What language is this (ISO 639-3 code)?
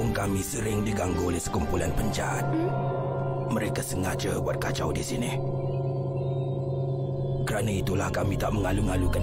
msa